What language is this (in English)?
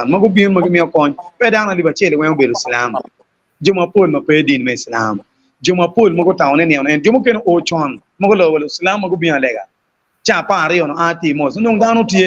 Acoli